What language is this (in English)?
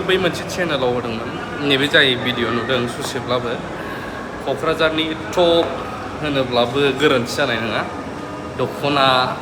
Bodo